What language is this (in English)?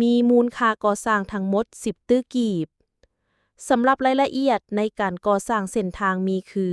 Lao